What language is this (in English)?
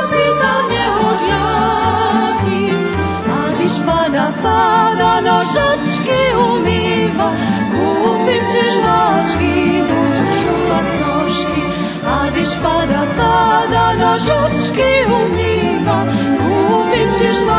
Rusyn